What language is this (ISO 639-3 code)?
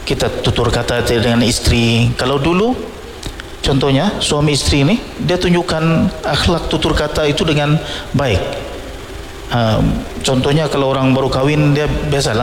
msa